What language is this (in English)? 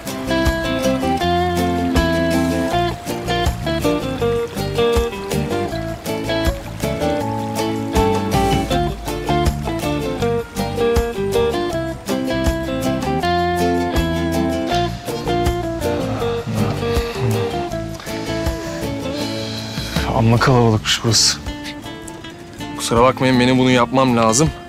Turkish